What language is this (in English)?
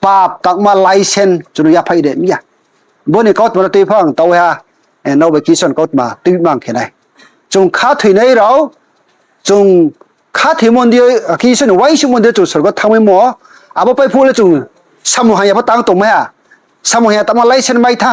Riang (India)